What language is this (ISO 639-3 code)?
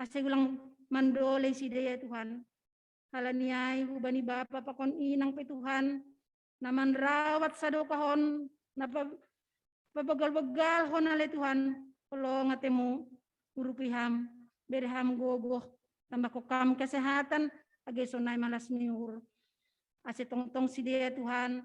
bts